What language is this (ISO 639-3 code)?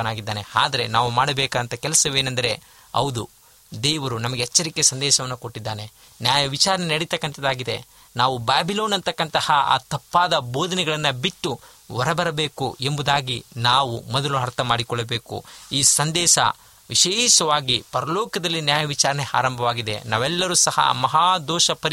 kan